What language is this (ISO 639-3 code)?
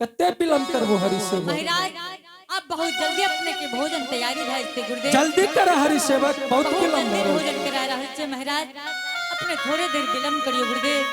anp